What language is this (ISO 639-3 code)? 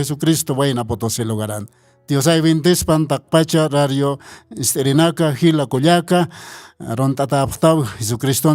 aym